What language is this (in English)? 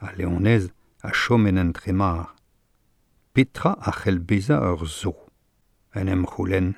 Breton